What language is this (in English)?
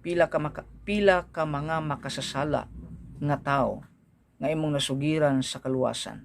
Cebuano